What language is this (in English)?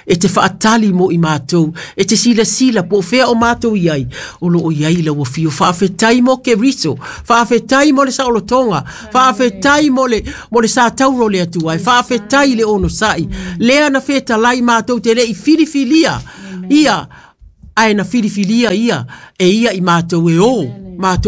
Samoan